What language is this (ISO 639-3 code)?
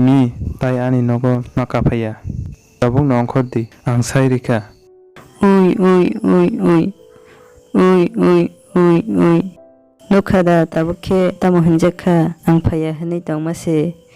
trp